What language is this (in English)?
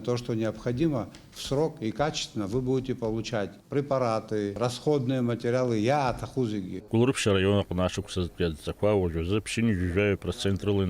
Abkhazian